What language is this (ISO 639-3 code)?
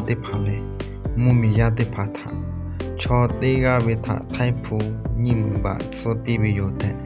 lhu